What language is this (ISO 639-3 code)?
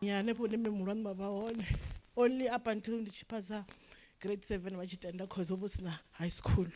ven